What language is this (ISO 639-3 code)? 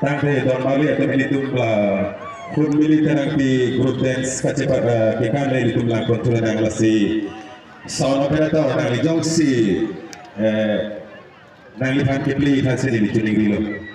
mjw